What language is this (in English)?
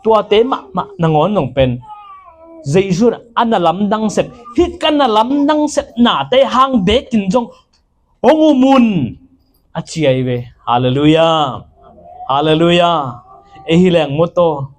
Tedim Chin